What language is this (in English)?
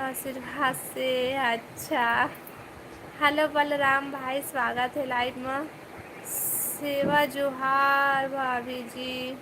Chhattisgarhi